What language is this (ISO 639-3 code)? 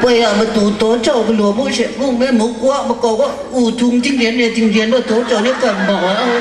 kac